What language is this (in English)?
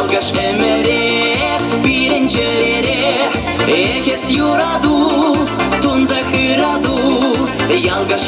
Chuvash